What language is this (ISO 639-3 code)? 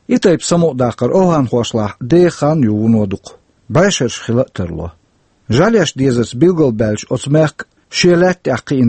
che